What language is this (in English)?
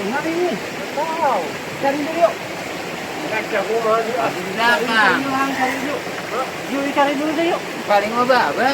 Betawi